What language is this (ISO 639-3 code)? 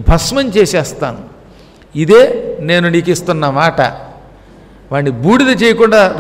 tel